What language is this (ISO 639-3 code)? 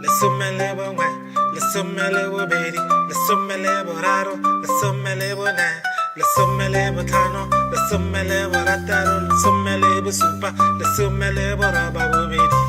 tsn